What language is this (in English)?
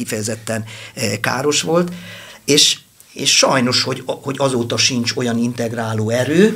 Hungarian